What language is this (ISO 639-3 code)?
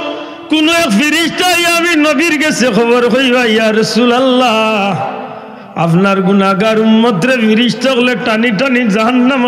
syl